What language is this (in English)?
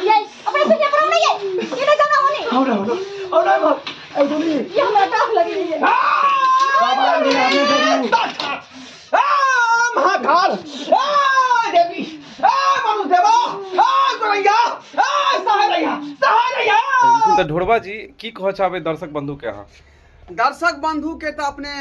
Maithili